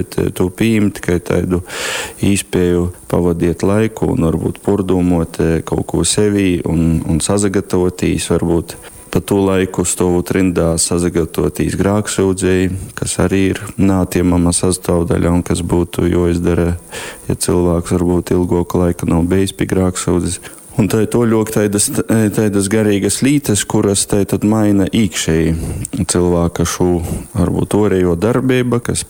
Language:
Latgalian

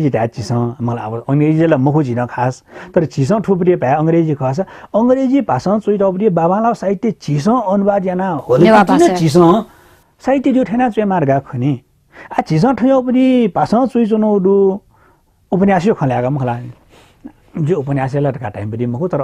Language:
Newari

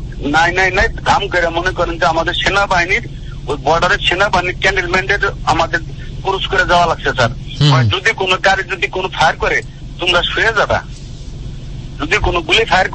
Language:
Bangla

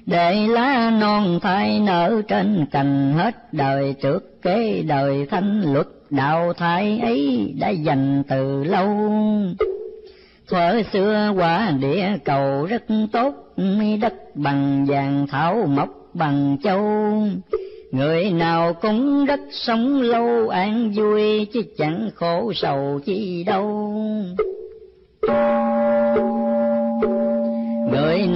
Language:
Vietnamese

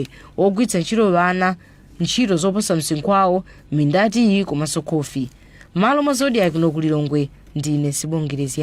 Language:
Nyanja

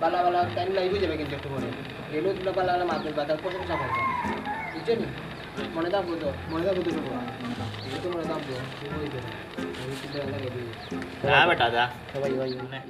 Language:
Sylheti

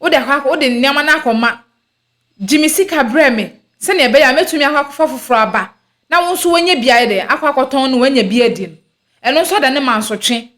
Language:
Akan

